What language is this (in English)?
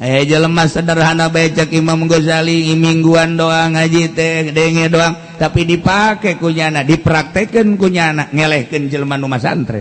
Sundanese